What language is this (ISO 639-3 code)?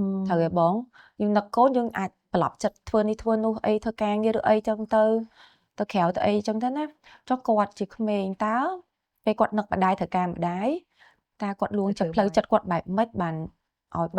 khm